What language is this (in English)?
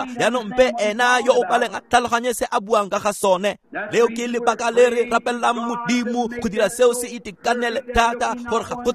Tswana